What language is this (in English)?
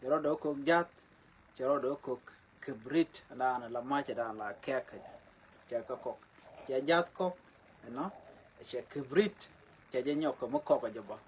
Nuer